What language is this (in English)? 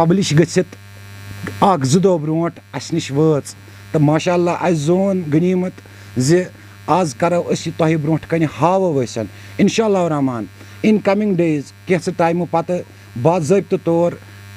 Kashmiri